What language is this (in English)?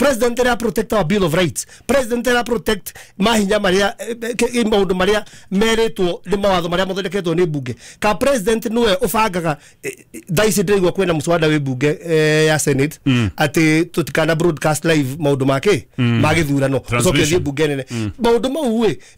Kikuyu